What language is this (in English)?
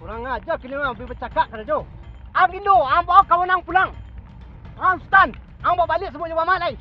Minangkabau